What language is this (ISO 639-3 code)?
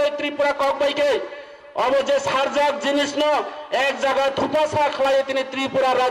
trp